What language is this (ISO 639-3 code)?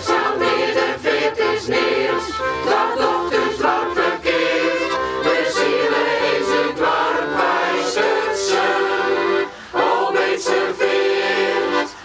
fry